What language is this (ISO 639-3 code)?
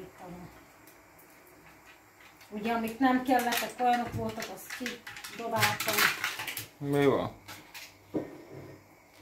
hun